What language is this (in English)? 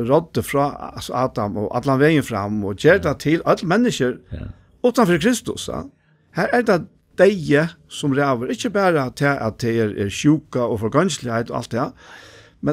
Faroese